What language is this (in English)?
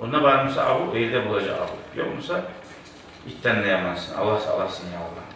Kumyk